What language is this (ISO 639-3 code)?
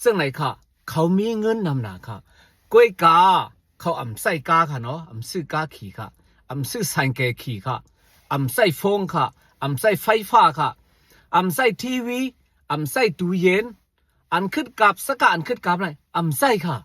shn